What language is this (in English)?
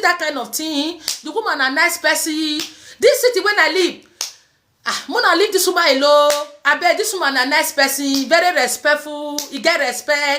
Nigerian Pidgin